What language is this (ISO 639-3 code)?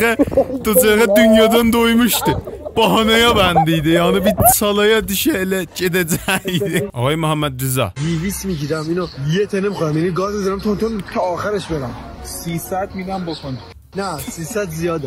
azb